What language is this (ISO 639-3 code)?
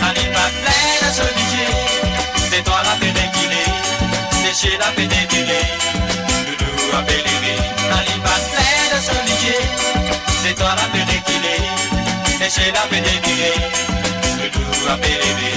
mfe